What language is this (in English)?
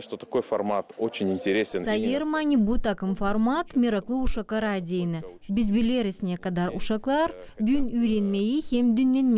Gagauz